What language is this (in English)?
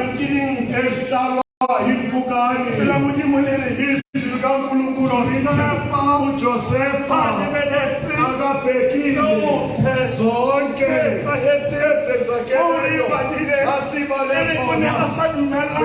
Tswana